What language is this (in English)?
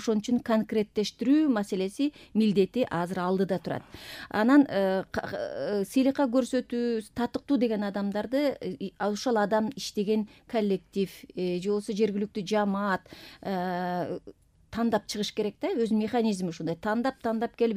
Kyrgyz